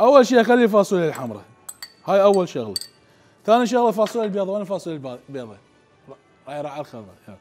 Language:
Mesopotamian Arabic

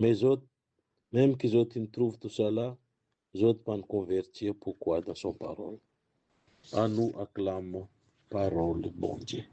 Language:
Morisyen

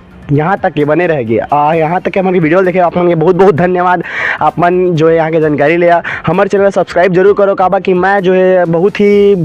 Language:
Chhattisgarhi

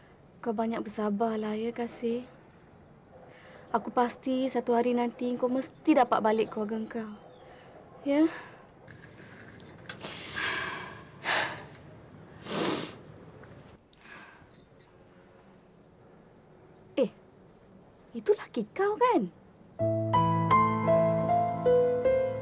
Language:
Malay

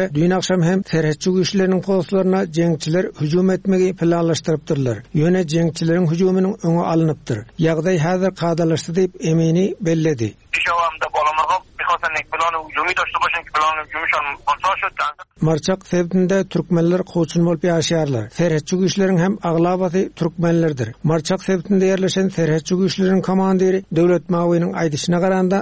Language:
Turkmen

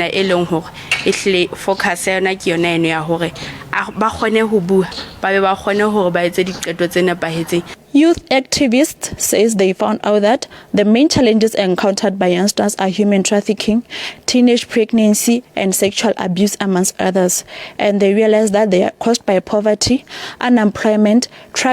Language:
Southern Sotho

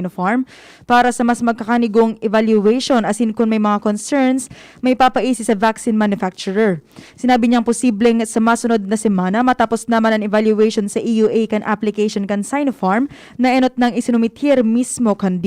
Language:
Bikol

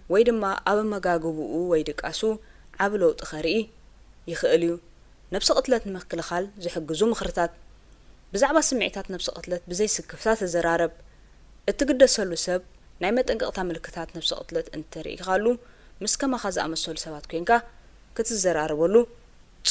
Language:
Tigrinya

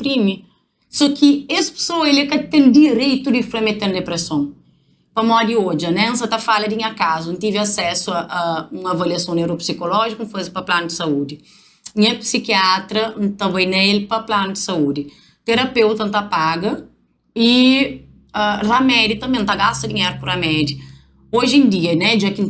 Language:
Kabuverdianu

